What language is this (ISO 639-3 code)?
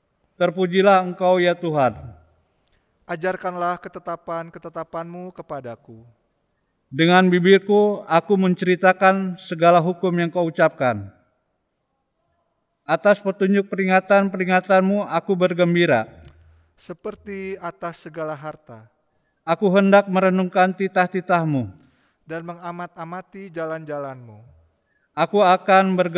ind